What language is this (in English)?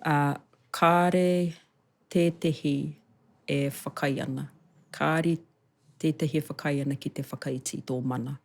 Māori